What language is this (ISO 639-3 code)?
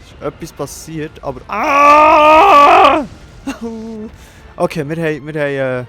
gsw